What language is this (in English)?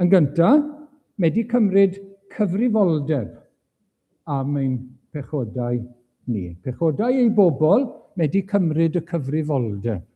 Welsh